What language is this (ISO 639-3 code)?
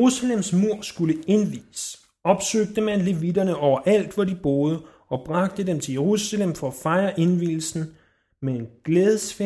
dan